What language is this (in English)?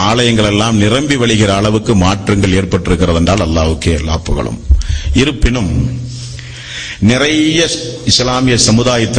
Tamil